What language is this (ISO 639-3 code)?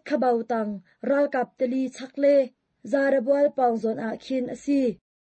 cnh